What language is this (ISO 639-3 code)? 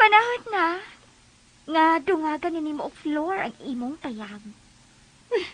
ceb